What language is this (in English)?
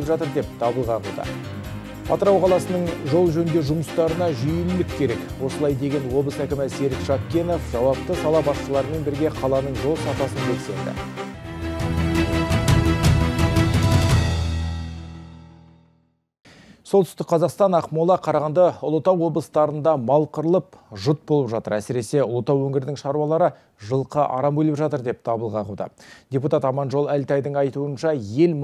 Kazakh